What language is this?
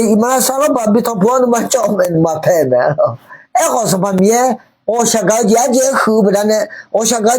Akha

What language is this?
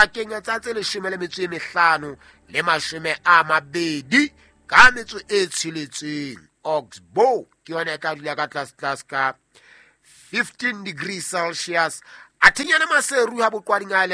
Southern Sotho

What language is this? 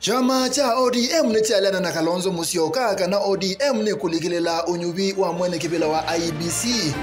Kamba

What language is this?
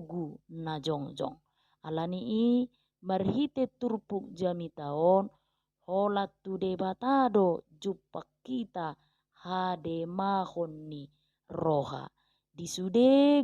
Batak Toba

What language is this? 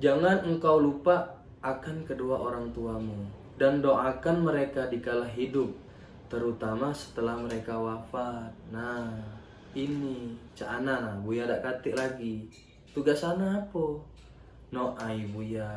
Musi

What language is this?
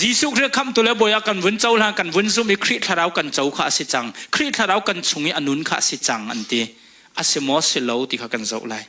Hakha Chin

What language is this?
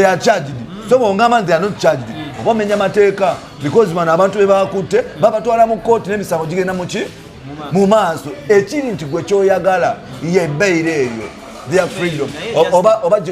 Ganda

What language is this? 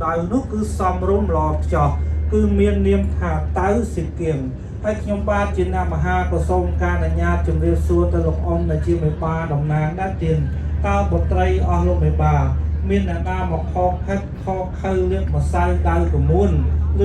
Khmer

